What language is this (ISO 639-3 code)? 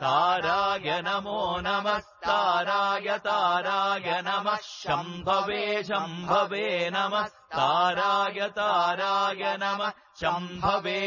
san